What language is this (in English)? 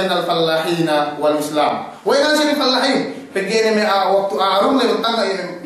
Yakan